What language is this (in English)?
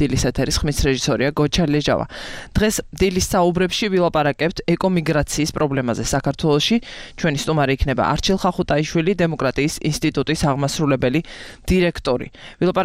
Georgian